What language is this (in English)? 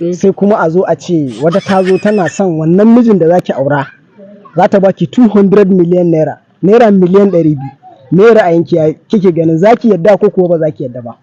Hausa